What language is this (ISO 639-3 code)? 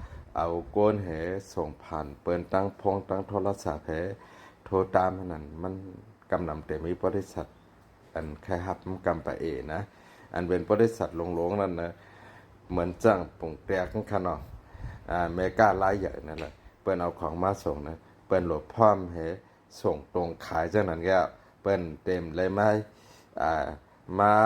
shn